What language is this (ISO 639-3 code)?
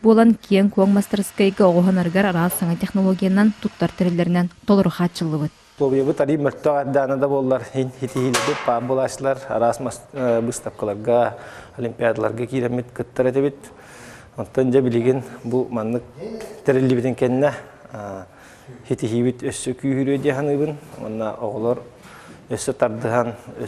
sah